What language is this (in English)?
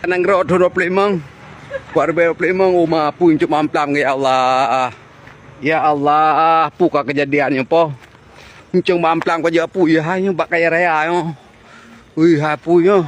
Achinese